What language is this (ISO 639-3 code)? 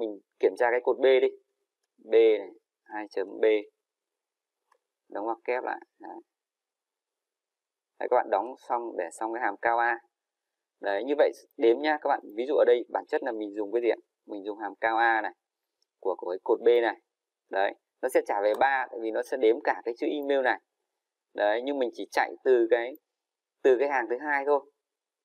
vie